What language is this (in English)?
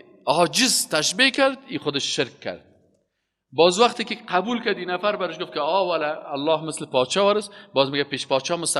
Persian